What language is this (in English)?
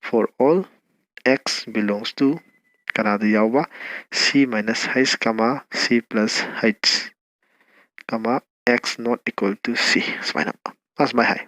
Manipuri